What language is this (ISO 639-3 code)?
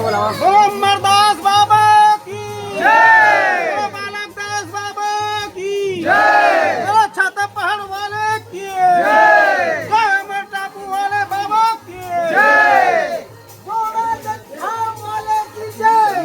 hne